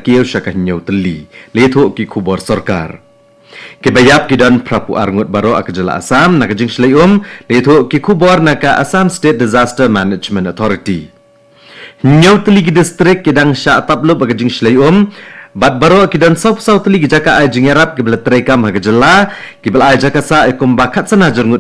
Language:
Khasi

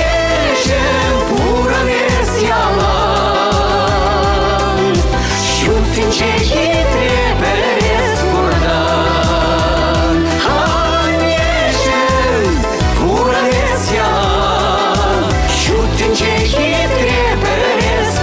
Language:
Chuvash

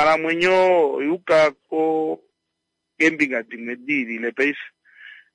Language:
Kuanyama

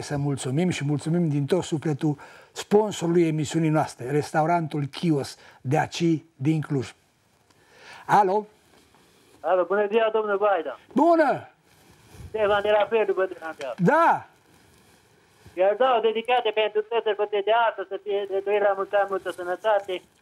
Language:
Romanian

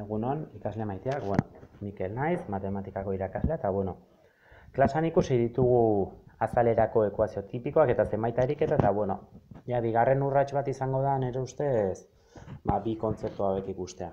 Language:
Basque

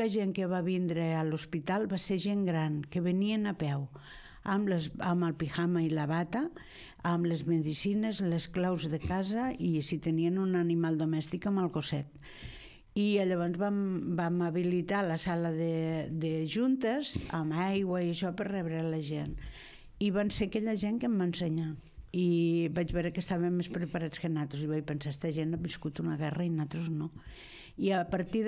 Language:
Catalan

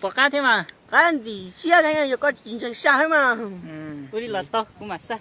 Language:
Hmong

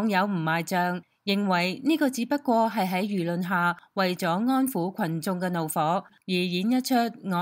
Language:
Cantonese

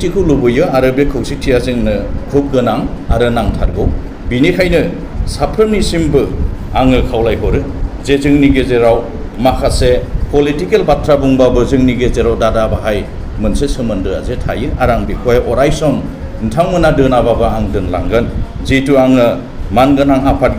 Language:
Bodo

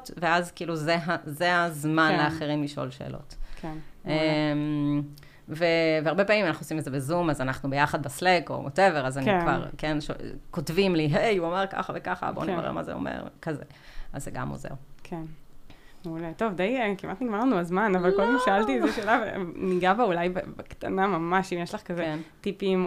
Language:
Hebrew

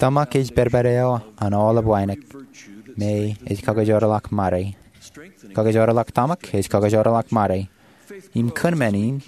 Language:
Marshallese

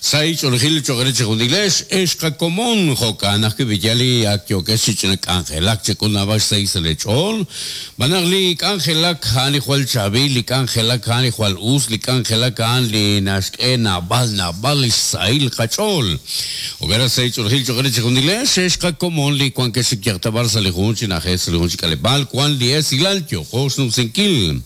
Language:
Kekchí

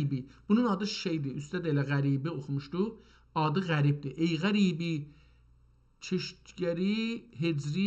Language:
South Azerbaijani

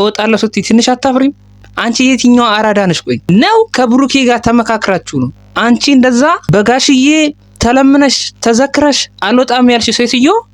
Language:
Amharic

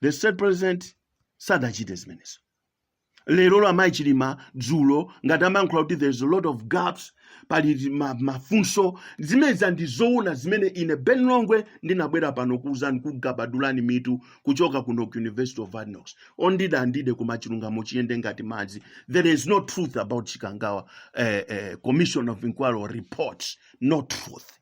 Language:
Nyanja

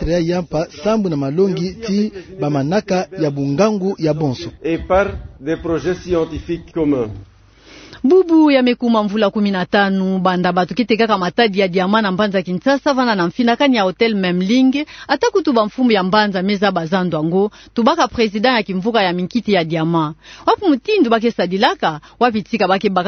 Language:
Kituba (Democratic Republic of Congo)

